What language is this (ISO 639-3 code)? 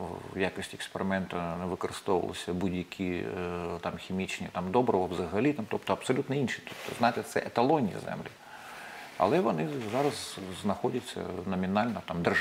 ukr